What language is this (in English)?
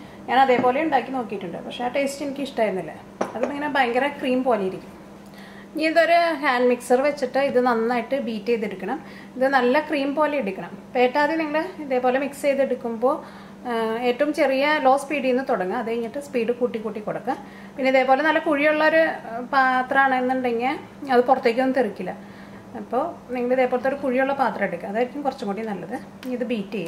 Malayalam